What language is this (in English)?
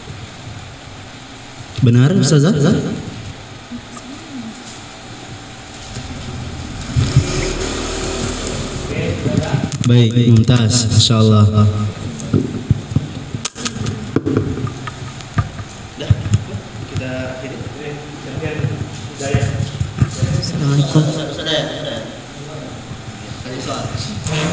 Indonesian